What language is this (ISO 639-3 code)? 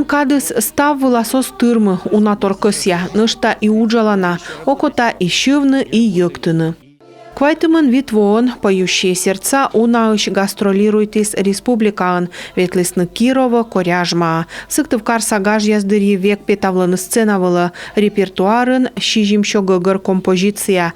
kom